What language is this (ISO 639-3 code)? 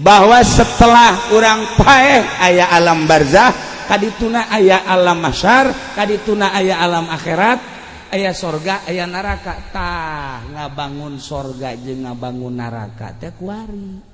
sun